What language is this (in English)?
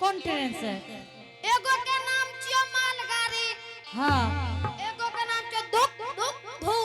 Angika